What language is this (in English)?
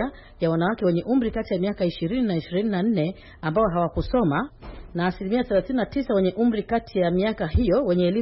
Swahili